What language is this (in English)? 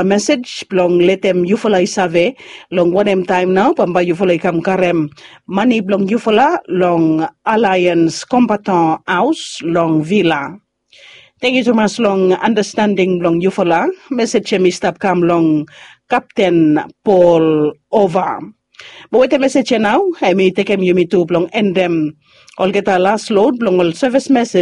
Bislama